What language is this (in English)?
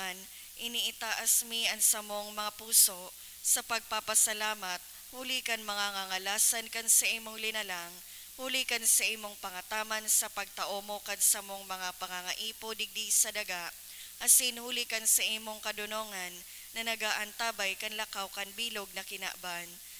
Bikol